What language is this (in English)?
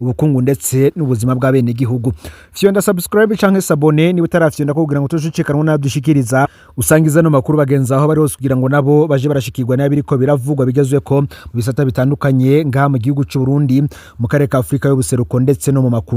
Rundi